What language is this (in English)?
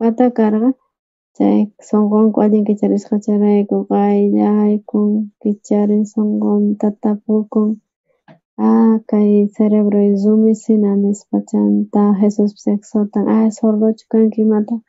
South Bolivian Quechua